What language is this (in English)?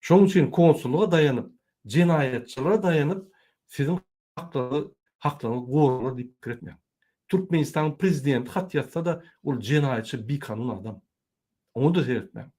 Turkmen